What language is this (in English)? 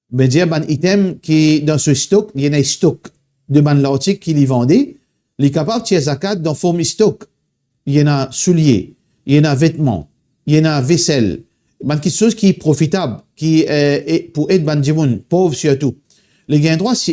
Morisyen